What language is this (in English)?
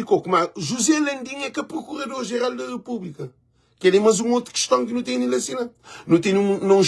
Kabuverdianu